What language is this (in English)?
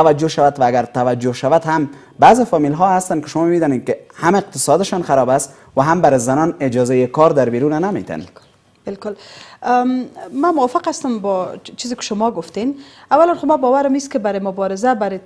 Persian